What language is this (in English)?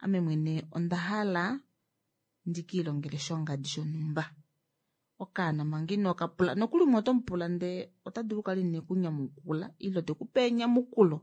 Kuanyama